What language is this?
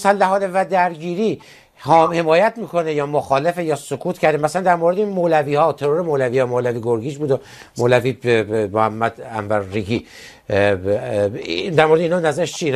Persian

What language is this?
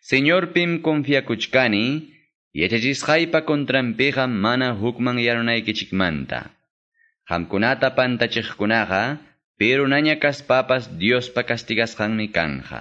Quechua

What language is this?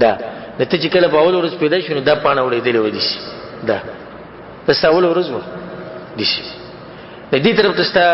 Pashto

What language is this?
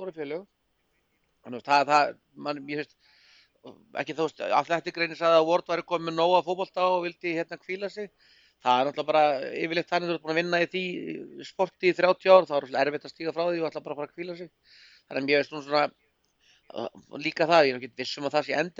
Icelandic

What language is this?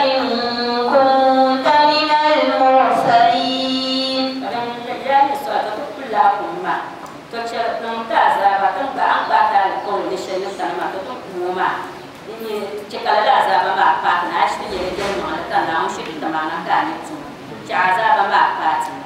Dagbani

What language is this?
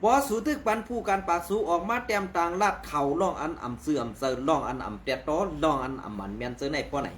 Shan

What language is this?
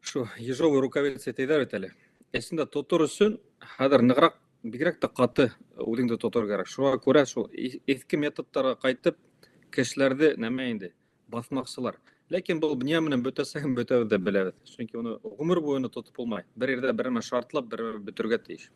Bashkir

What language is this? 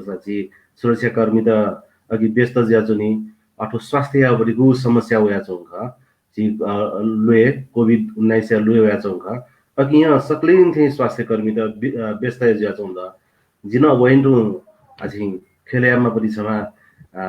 Newari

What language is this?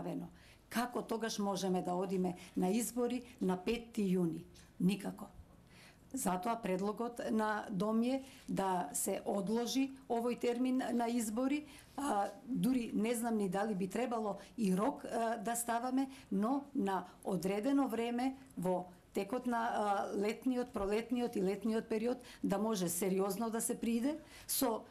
Macedonian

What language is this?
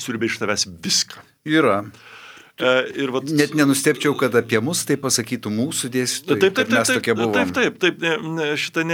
Lithuanian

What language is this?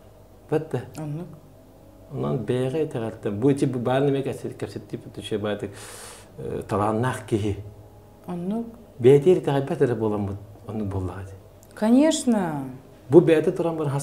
Yakut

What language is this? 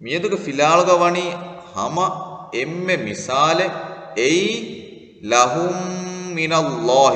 Divehi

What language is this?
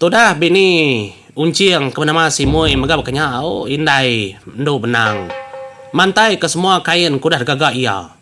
Iban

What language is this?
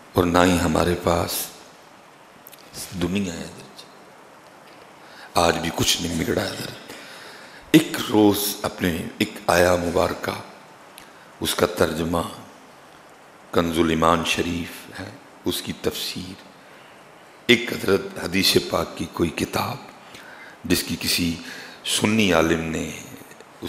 Urdu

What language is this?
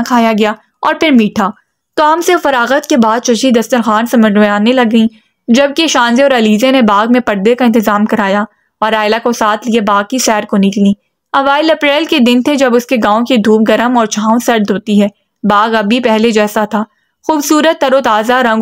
Urdu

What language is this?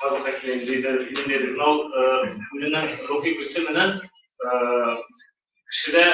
Bashkir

